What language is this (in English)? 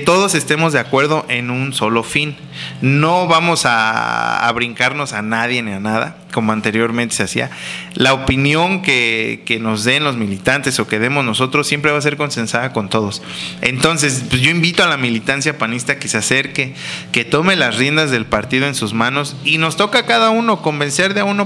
Spanish